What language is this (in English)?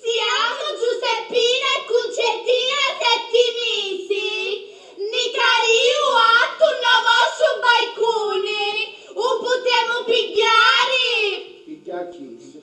Sicilian